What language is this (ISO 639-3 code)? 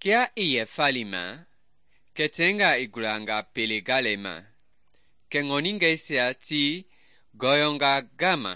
men